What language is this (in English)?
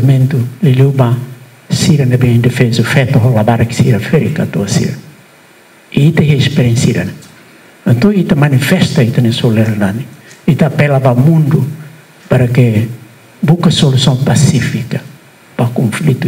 Tetum